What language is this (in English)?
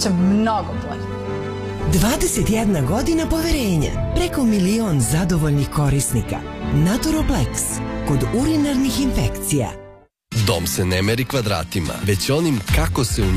Serbian